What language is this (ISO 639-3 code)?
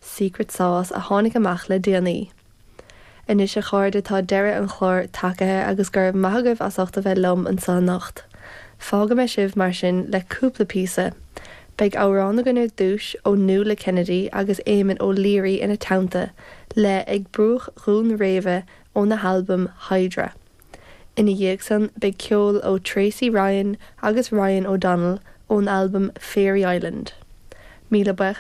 gle